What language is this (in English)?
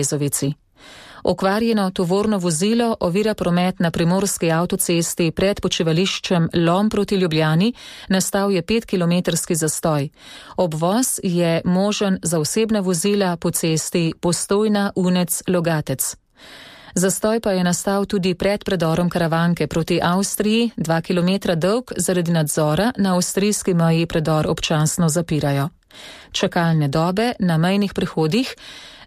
Slovenian